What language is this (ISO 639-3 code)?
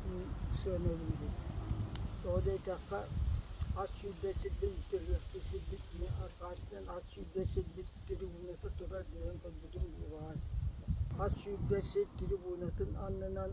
sah